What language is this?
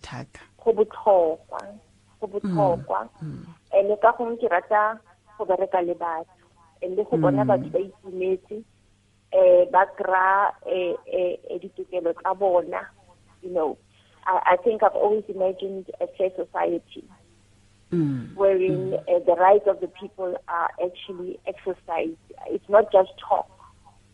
Tswana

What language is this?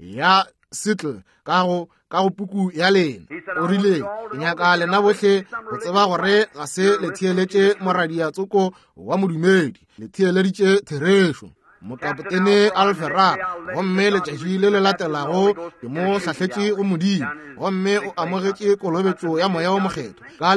Northern Sotho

